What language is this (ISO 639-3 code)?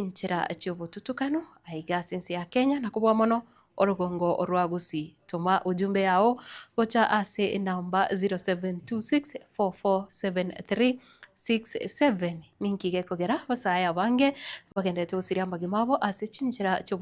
guz